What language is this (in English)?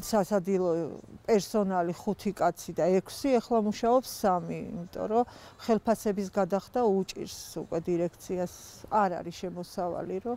Georgian